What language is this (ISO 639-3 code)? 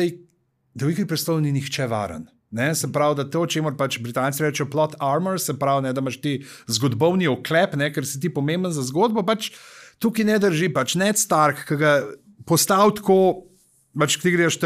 slv